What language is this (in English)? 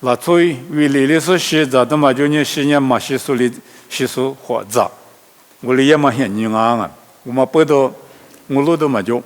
Lisu